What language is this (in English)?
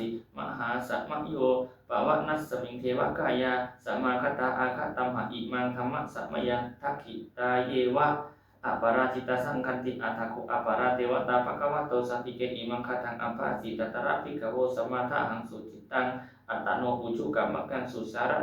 Pali